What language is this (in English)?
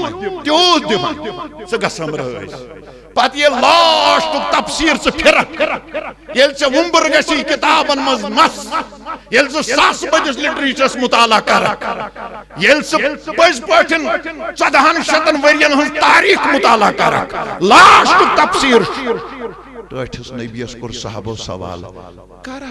Kashmiri